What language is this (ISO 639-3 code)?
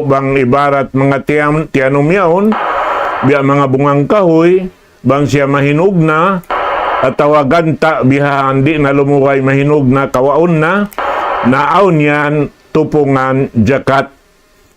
tsg